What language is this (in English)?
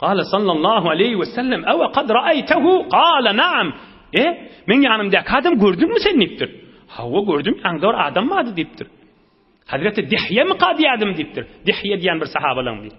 Turkmen